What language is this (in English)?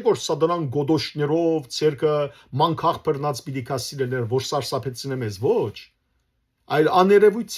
Western Armenian